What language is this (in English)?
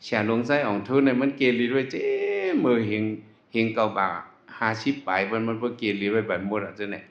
Shan